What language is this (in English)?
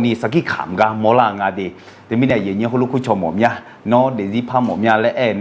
Akha